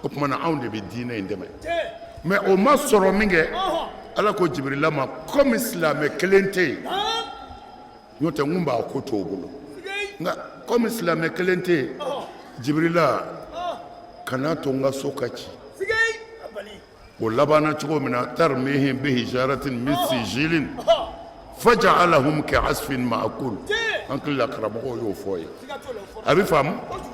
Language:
Bambara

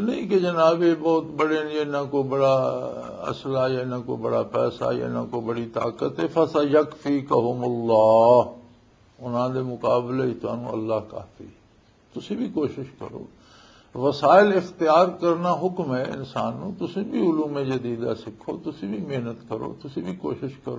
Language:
Western Panjabi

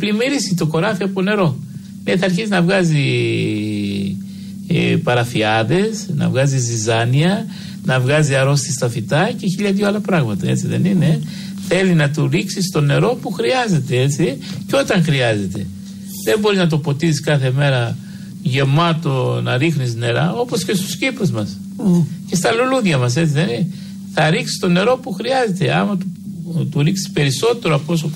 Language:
Greek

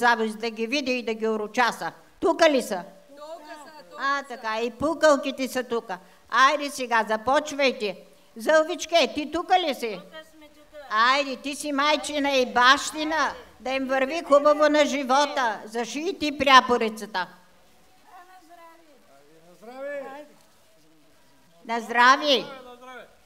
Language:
Bulgarian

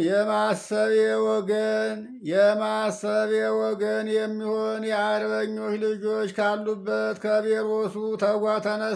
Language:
Amharic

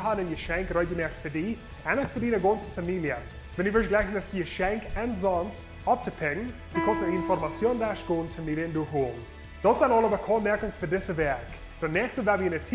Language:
Plautdietsch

